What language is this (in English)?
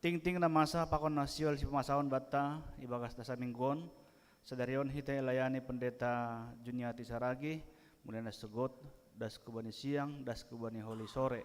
Batak Simalungun